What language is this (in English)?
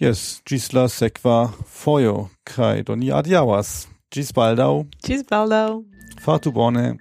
Esperanto